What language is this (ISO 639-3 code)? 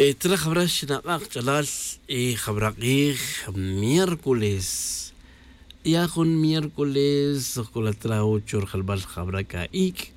tzj